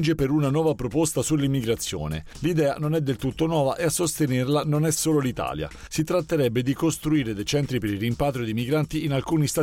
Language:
Italian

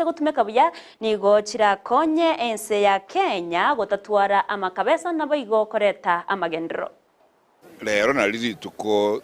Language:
Gusii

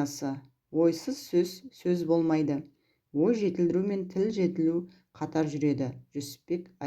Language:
Kazakh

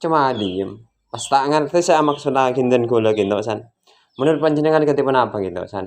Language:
Madurese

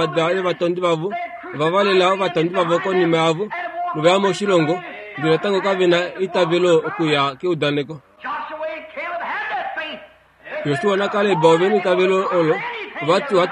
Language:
Kuanyama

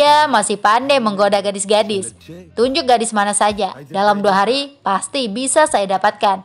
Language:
Indonesian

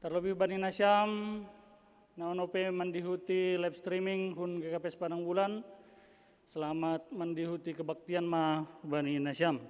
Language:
Batak Simalungun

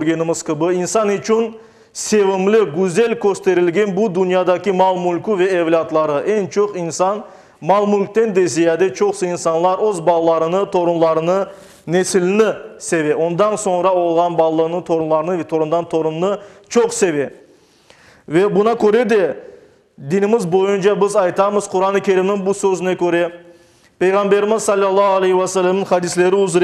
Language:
Crimean Tatar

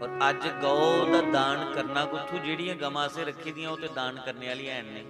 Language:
Dogri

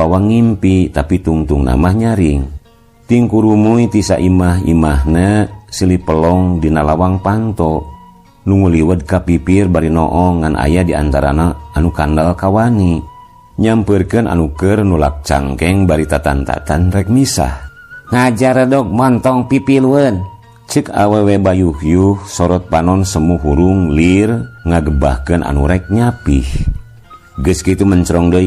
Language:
Sundanese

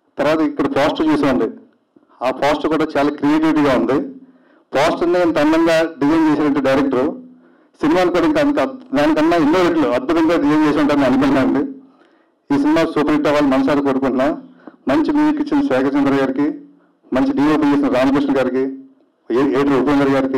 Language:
Telugu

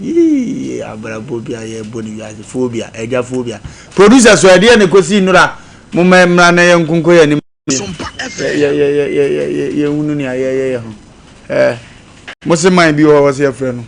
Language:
Akan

